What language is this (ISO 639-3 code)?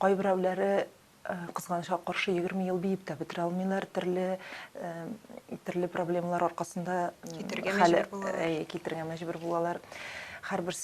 tat